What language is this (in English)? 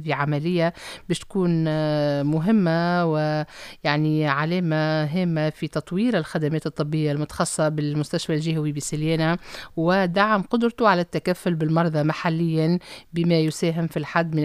Tunisian Arabic